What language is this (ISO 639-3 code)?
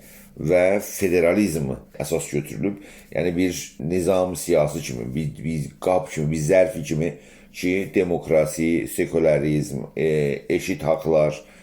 azb